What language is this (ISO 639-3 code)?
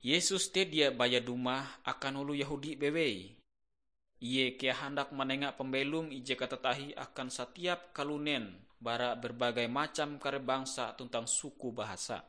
nij